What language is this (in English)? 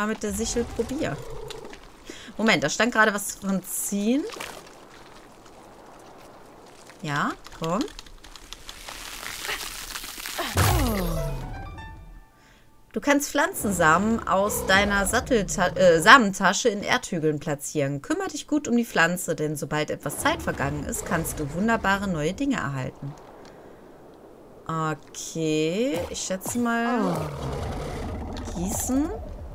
German